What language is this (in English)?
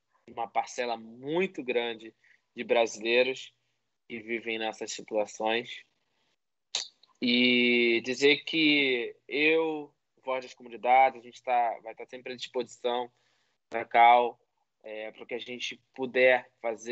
Portuguese